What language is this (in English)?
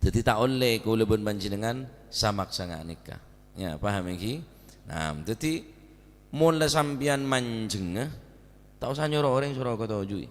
Madurese